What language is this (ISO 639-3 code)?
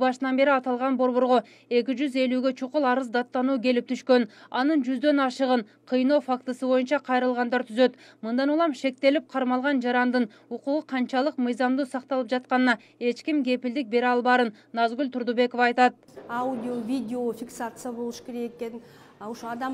kir